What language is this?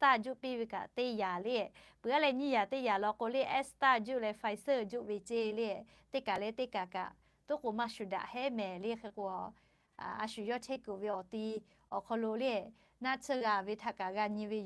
Lahu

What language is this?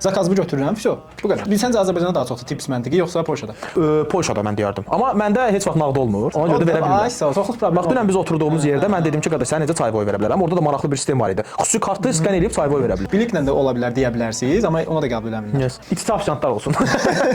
Azerbaijani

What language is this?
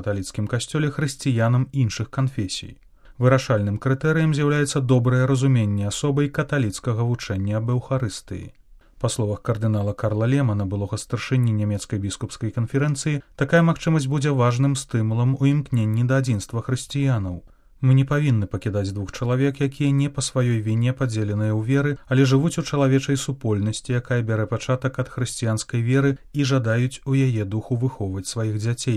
Belarusian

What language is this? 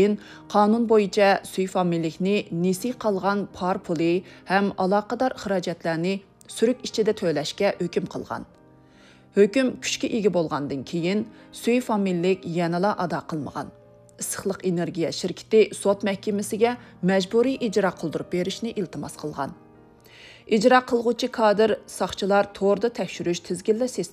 Uyghur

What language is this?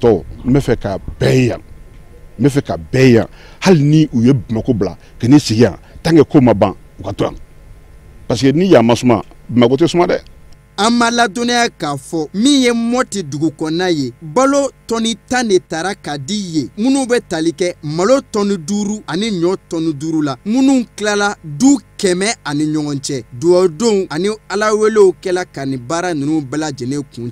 Bambara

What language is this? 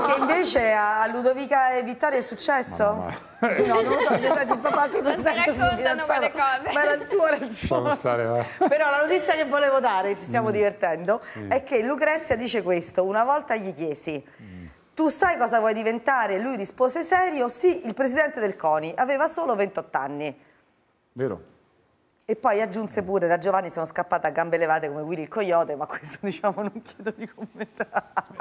Italian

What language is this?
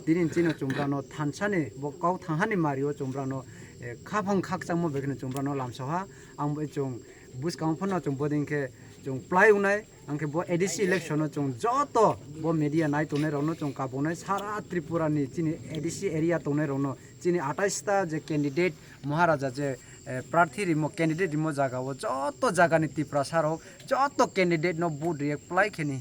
Kok Borok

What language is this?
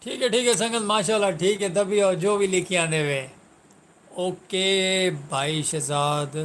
Saraiki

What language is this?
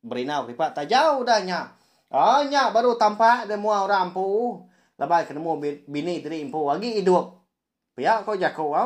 Iban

